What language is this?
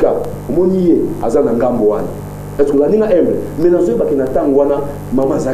Lingala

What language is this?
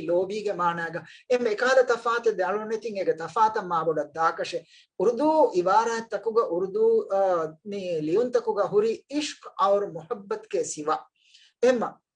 Divehi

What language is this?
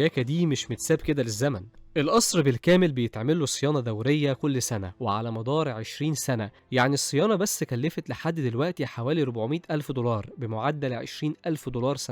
Egyptian Arabic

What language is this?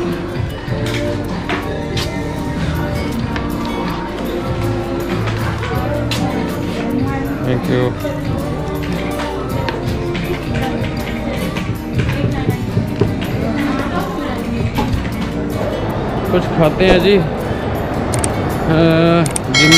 Hindi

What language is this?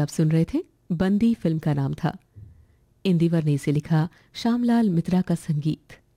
Hindi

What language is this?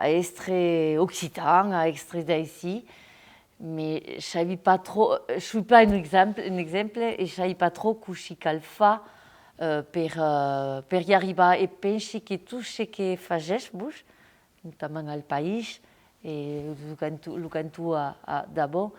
Occitan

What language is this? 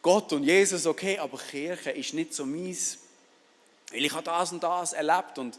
Swiss German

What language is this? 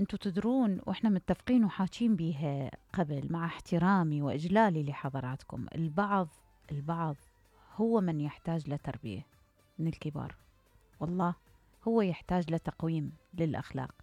Mesopotamian Arabic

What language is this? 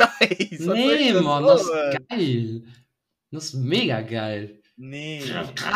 Luxembourgish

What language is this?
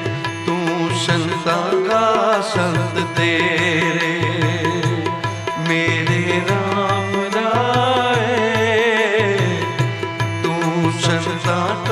Punjabi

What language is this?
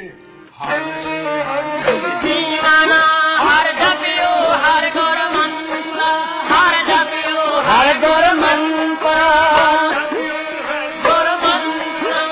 Punjabi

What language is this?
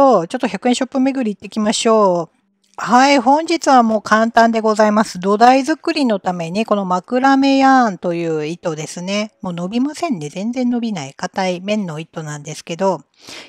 Japanese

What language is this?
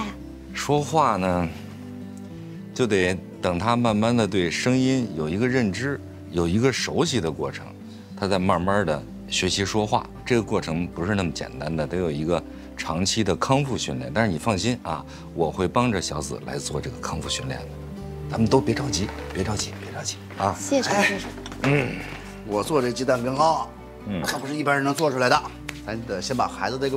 Chinese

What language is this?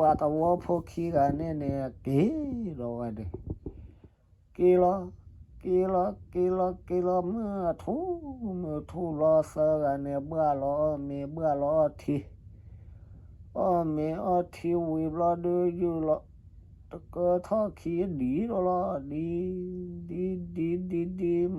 S'gaw Karen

